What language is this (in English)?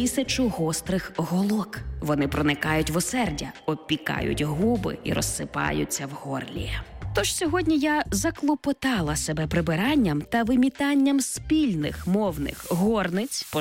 Ukrainian